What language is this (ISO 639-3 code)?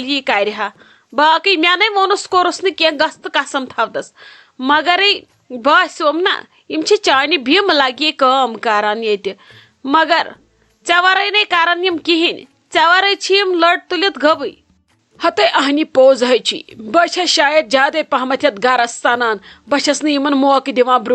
kas